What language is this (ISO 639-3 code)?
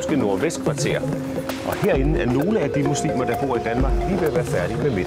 dan